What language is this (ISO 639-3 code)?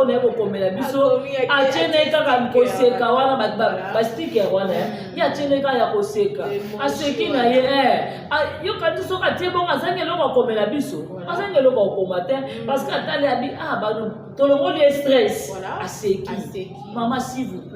lin